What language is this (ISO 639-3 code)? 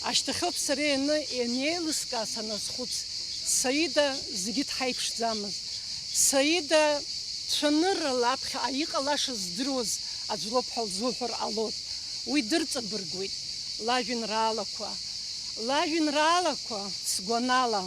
abk